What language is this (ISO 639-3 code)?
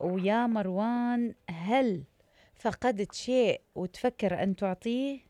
acm